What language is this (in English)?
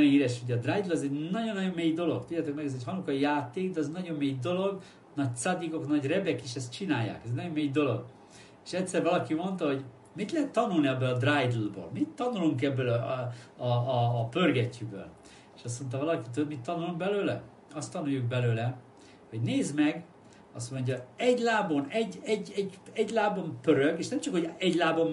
Hungarian